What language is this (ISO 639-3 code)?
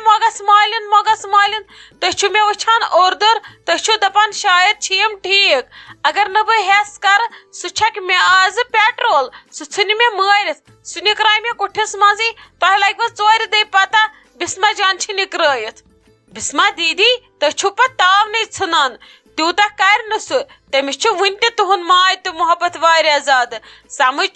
kas